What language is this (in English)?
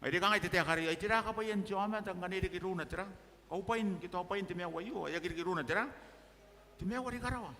Gilbertese